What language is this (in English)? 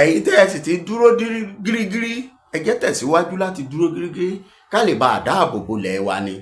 Yoruba